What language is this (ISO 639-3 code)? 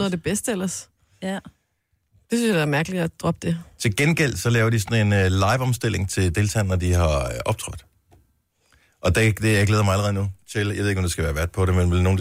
dan